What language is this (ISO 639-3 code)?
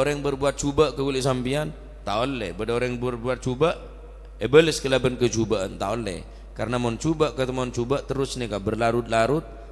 mad